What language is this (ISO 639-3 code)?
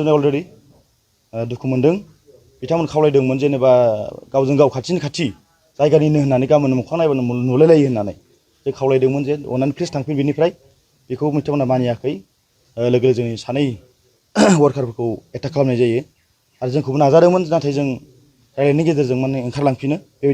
brx